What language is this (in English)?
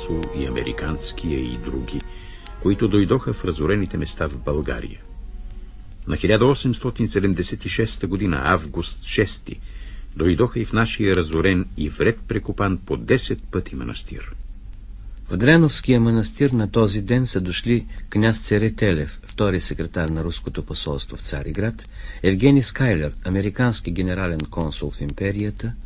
Bulgarian